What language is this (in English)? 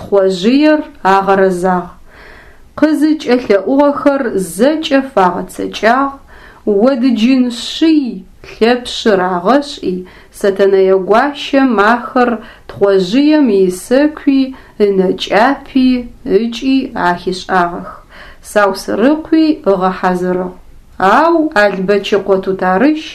Adyghe